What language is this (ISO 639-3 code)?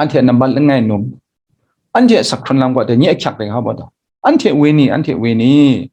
kac